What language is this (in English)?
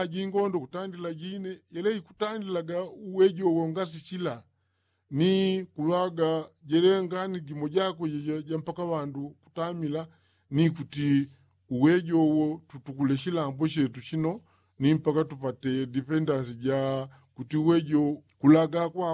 Yao